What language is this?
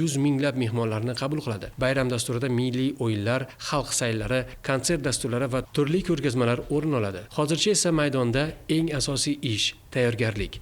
Uzbek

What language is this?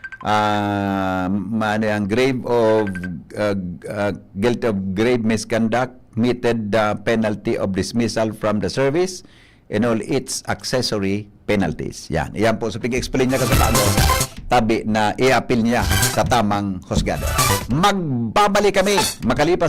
Bikol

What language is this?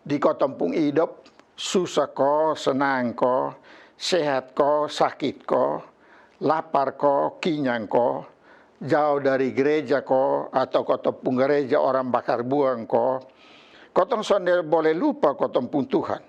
Kupang Malay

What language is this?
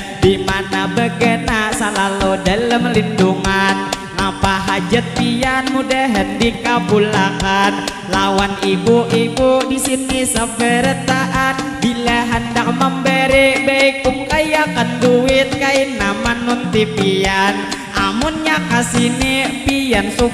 Banjar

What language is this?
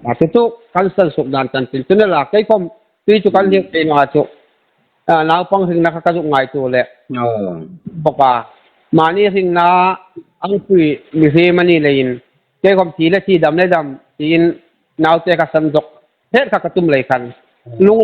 Hmar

